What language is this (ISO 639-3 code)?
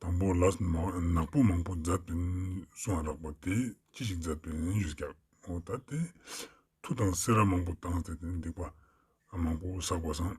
lbj